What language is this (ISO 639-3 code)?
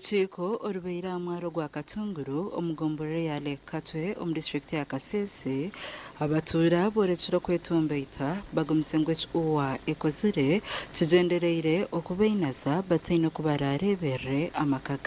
nyn